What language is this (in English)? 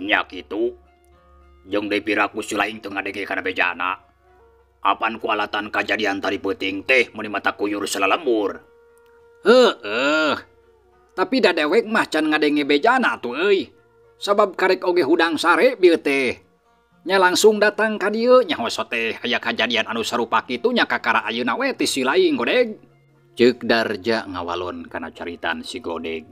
Sundanese